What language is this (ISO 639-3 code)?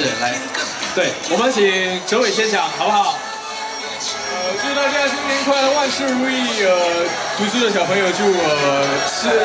zho